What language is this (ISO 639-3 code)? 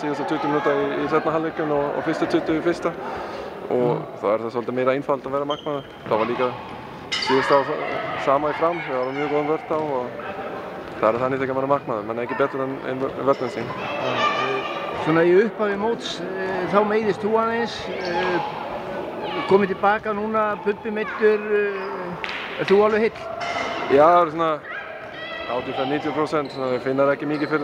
isl